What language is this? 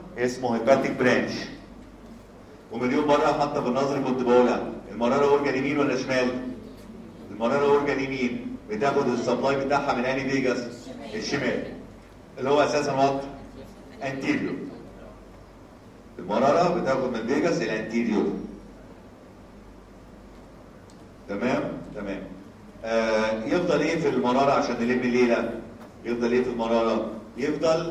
Egyptian Arabic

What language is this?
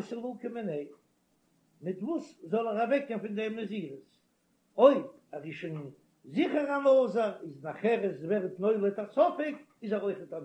Yiddish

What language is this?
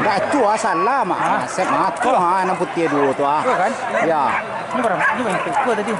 Minangkabau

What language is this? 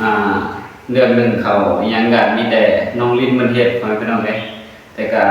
Northeastern Thai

